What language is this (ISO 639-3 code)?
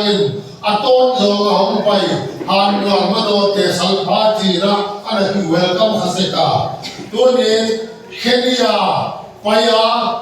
ctd